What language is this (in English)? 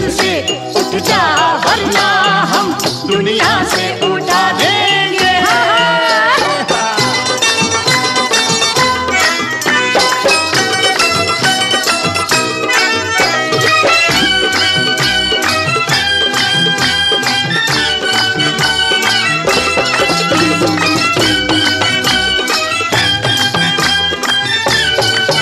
Hindi